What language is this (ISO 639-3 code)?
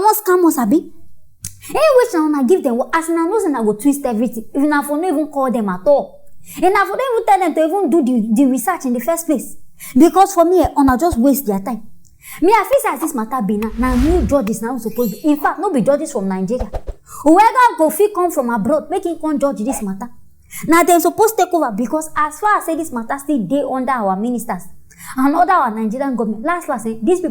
pcm